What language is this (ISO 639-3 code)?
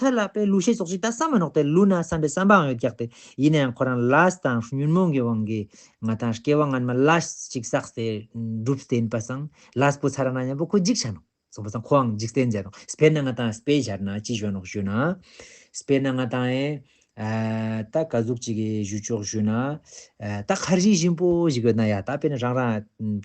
lbj